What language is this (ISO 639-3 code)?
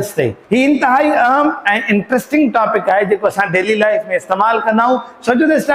snd